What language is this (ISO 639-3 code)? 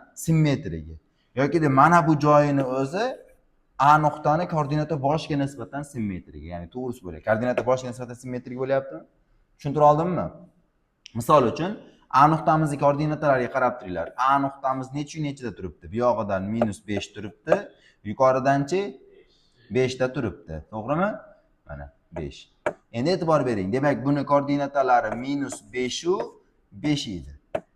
uzb